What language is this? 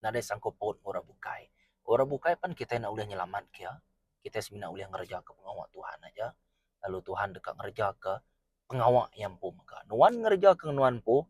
Iban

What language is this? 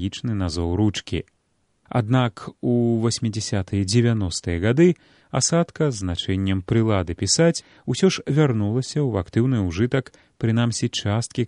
Belarusian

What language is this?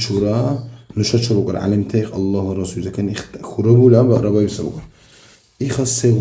Dargwa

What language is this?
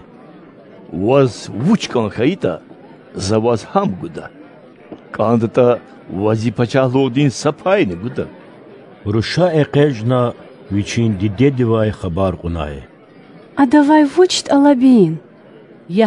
Lezghian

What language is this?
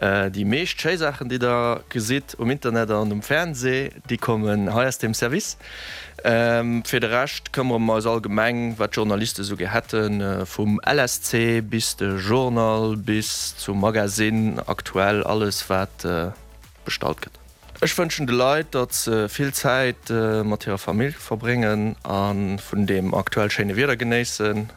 Luxembourgish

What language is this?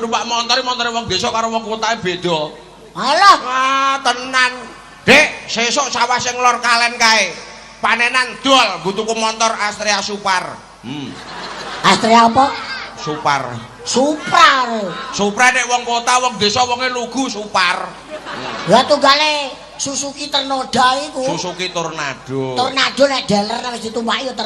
Javanese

